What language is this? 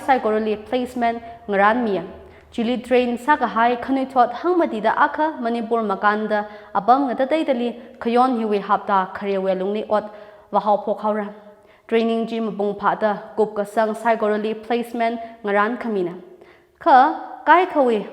Tangkhul Naga (India)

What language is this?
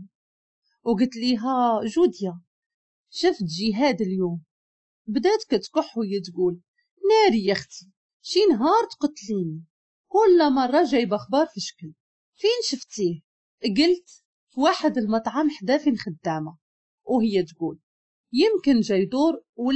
Moroccan Arabic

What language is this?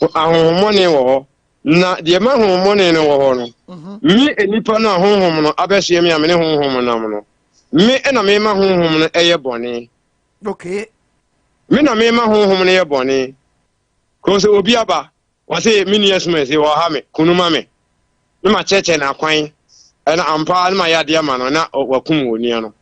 Akan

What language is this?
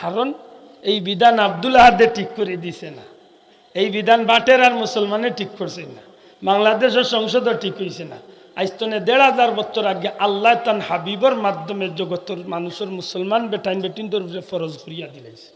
Sylheti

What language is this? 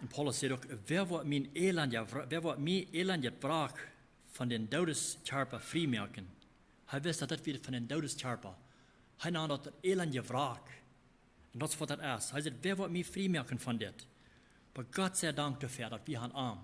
Plautdietsch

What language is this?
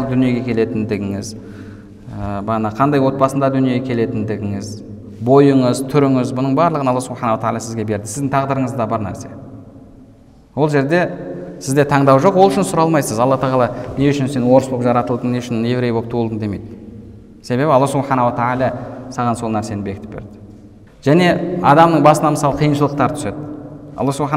Kazakh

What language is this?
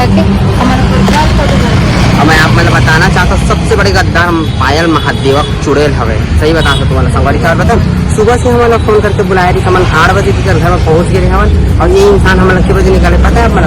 Chhattisgarhi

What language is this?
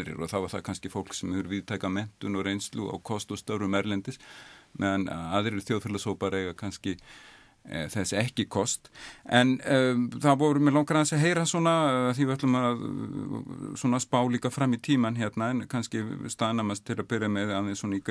Icelandic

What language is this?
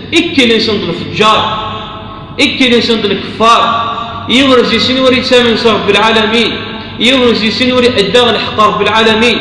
Kabyle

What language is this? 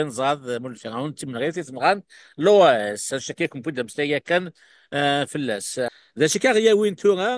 Kabyle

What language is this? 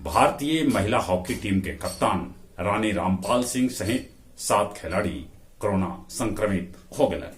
Magahi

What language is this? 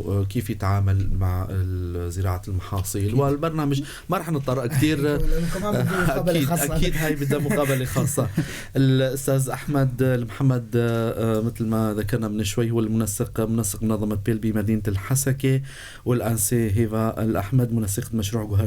North Levantine Arabic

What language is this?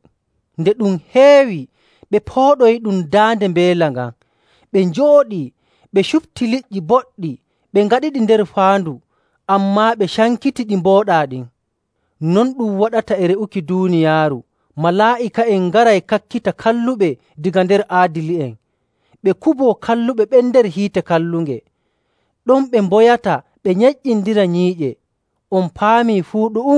Nigerian Fulfulde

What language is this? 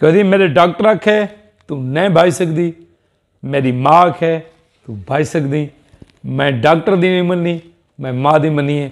Saraiki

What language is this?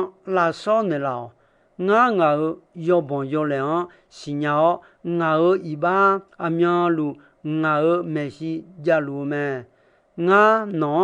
Akha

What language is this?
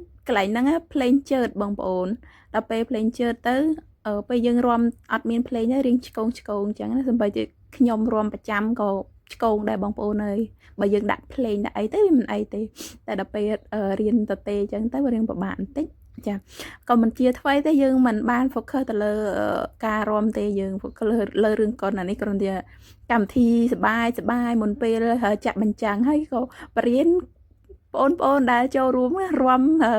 Khmer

